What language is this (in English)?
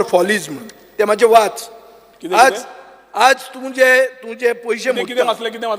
Konkani